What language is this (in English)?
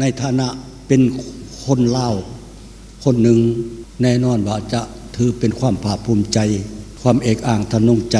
Lao